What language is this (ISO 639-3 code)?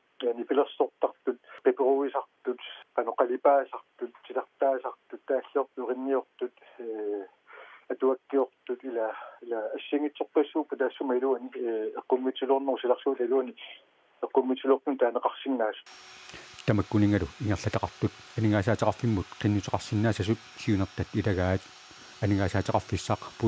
kal